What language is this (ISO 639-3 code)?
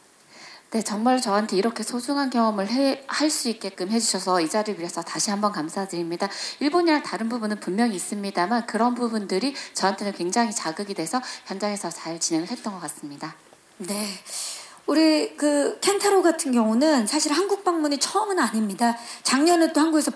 kor